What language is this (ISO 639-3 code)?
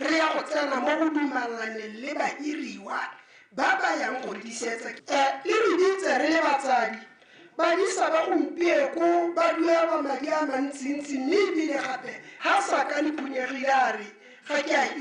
tsn